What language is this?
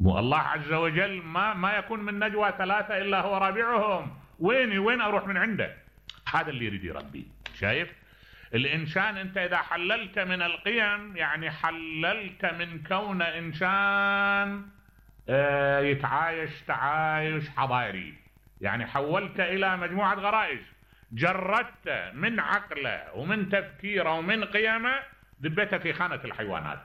Mesopotamian Arabic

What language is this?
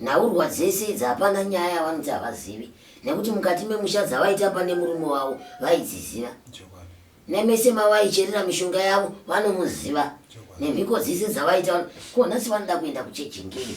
Shona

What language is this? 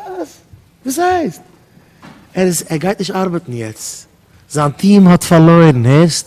Yiddish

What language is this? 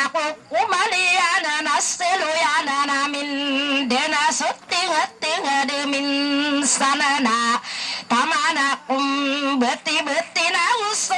Maranao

